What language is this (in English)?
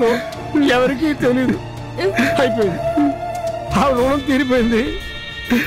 Telugu